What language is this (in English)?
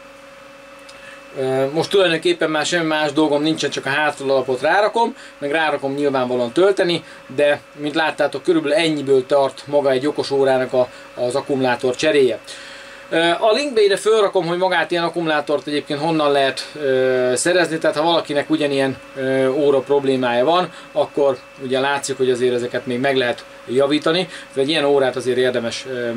Hungarian